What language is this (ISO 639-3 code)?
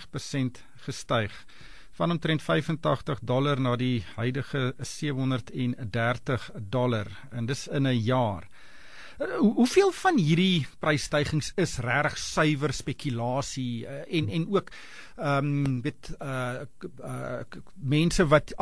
afr